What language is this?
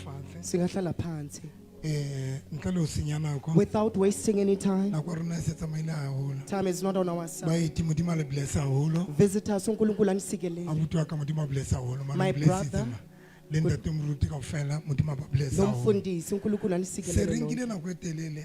Southern Sotho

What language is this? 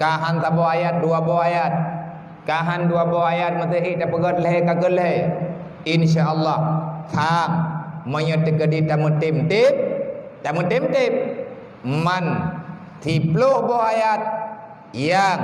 Achinese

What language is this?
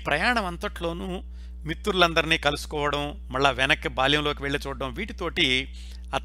Telugu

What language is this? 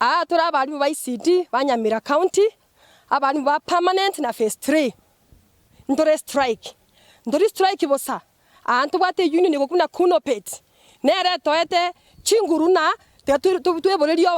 Gusii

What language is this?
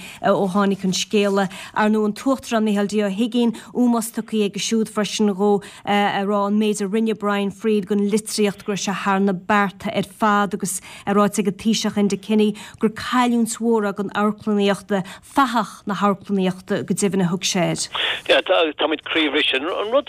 Irish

